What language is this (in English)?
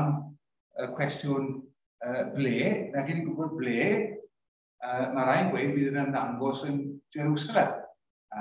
Welsh